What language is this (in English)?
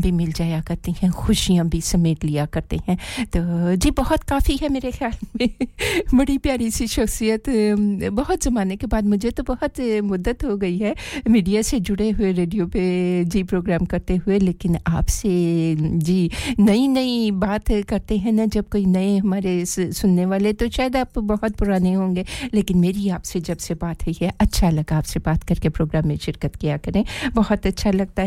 Urdu